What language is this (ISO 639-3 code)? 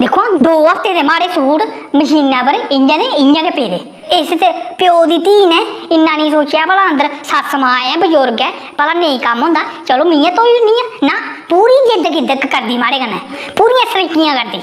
doi